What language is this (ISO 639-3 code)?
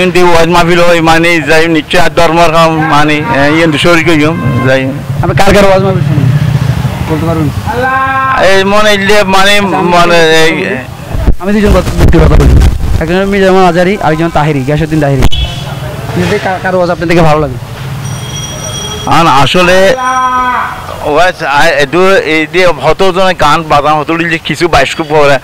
ben